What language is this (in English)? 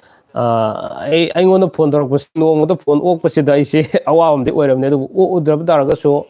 Manipuri